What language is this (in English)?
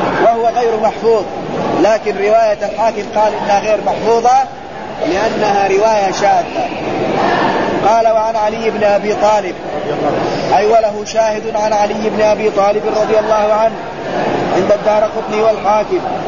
Arabic